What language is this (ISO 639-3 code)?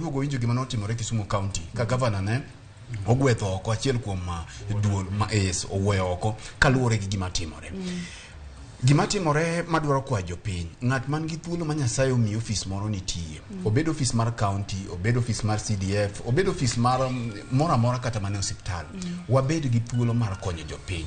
luo